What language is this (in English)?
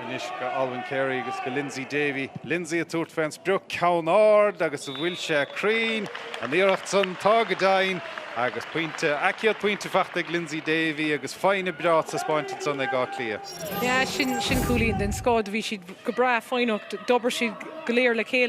Irish